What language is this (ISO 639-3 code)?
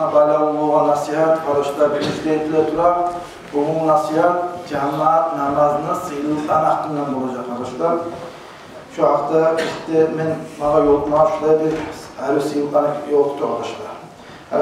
kum